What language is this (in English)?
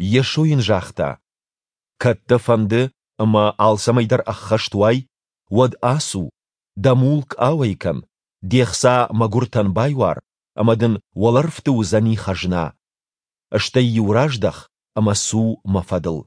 Ossetic